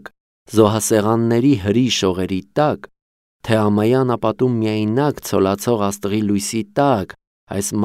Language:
Armenian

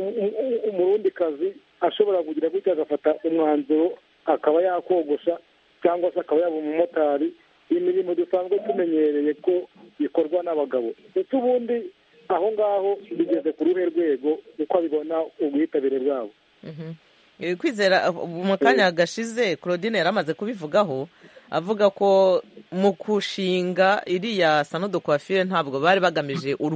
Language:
Kinyarwanda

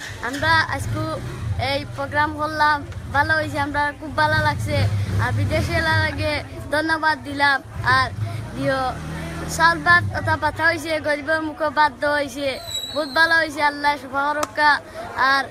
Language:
Sylheti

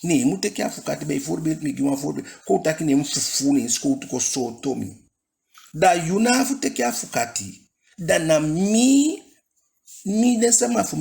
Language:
Eastern Maroon Creole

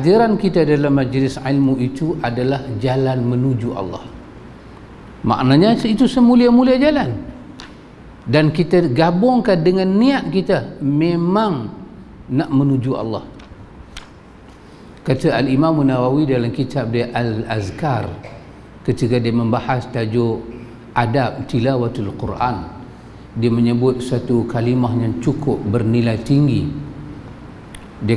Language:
Malay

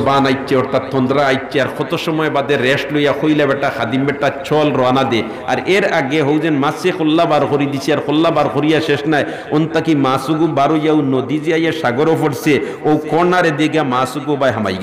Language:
Sylheti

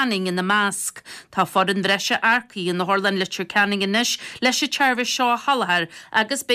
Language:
Irish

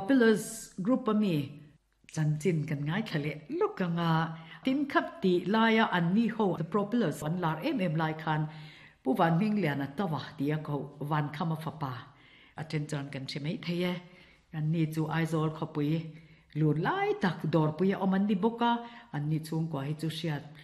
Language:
Mizo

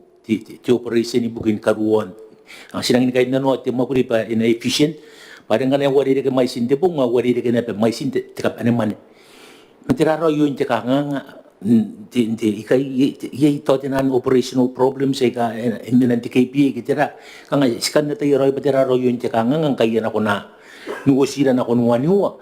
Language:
Gilbertese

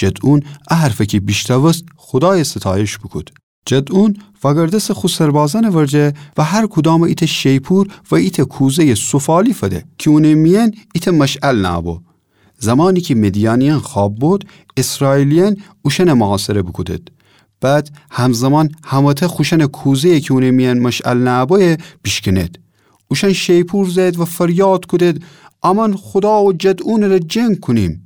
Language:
Gilaki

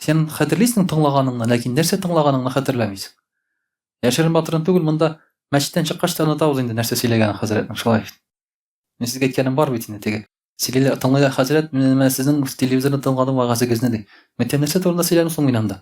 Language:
Tatar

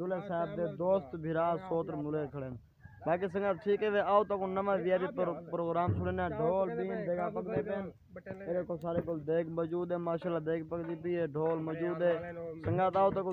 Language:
Saraiki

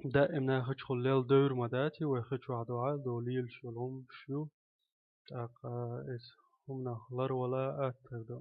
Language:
Chechen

